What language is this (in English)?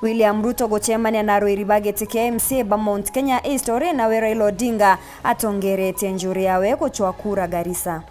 Meru